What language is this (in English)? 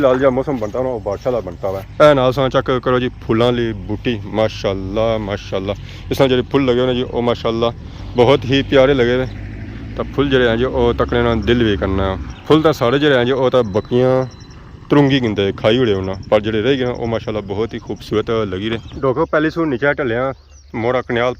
Pahari-Potwari